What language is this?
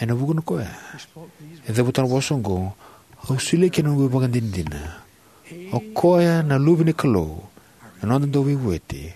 Fijian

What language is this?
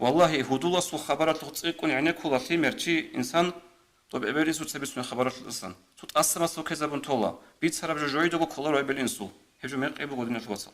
Avaric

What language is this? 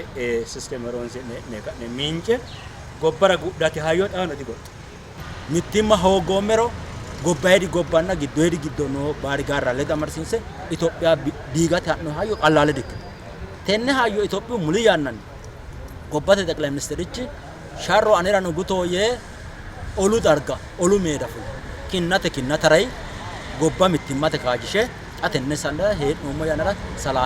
Sidamo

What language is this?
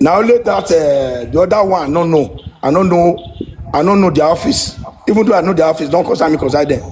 Nigerian Pidgin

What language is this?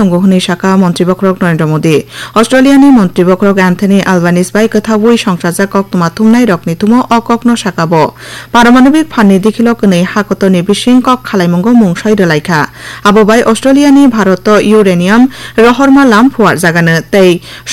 Kok Borok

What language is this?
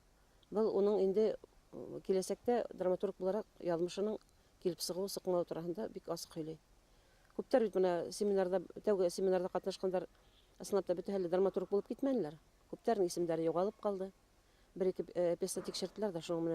Bashkir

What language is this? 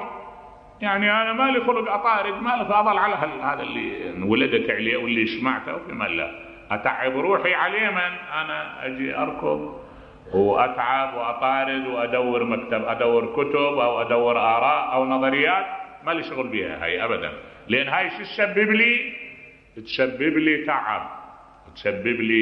Mesopotamian Arabic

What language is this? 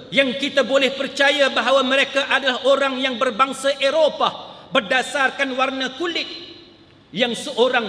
Malay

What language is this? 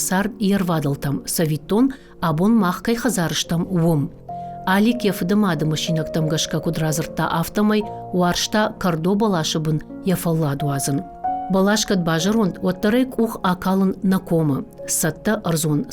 Ossetic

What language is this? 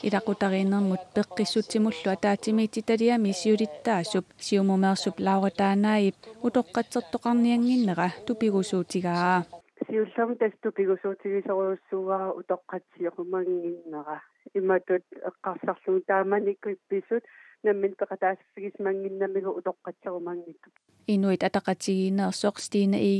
Kalaallisut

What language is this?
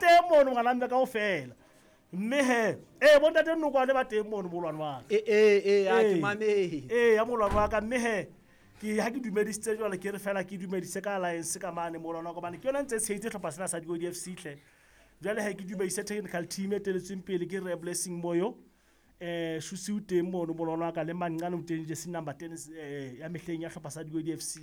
Southern Sotho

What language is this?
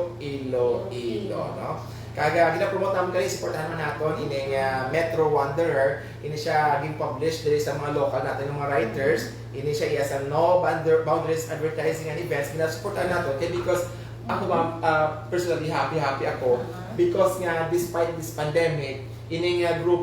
Hiligaynon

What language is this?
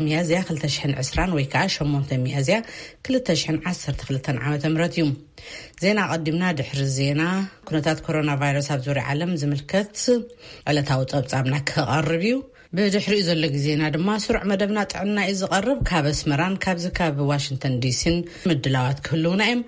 Tigrinya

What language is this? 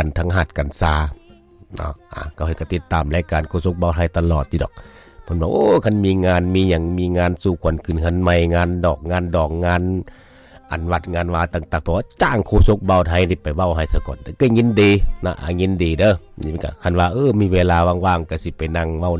Lao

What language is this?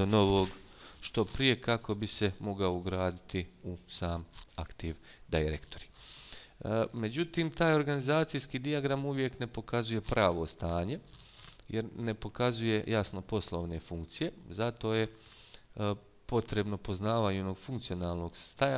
Bosnian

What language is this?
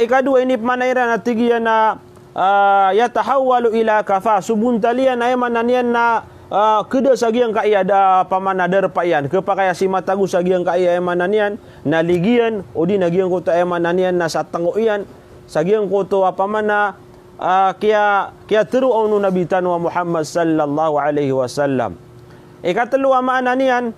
Maranao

